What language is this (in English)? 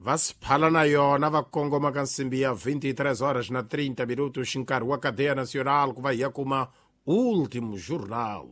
Tsonga